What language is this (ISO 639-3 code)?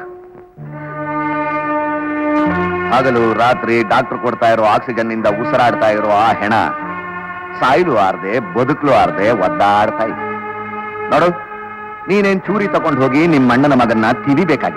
kan